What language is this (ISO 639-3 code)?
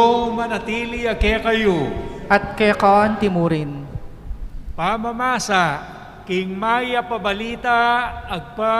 pam